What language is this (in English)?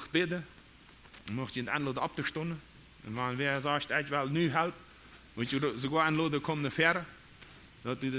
Plautdietsch